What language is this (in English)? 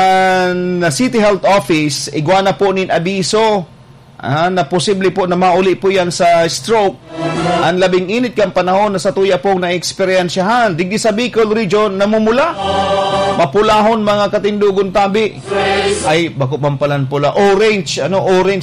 Bikol